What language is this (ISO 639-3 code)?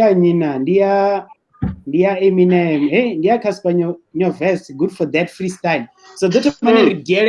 ven